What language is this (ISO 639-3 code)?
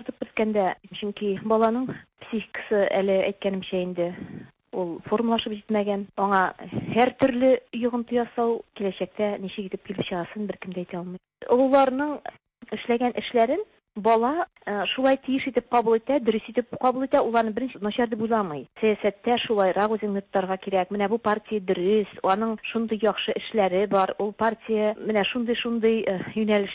tat